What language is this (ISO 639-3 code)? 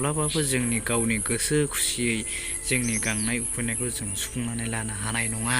brx